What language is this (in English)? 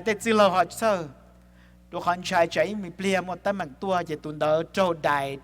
Hmong